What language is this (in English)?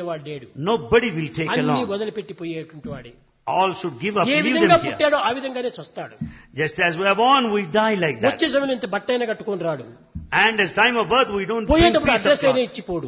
Telugu